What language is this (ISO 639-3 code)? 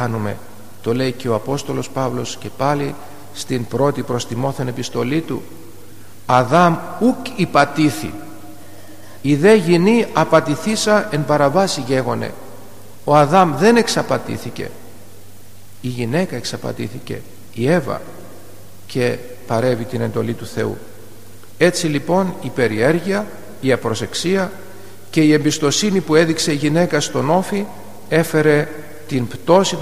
ell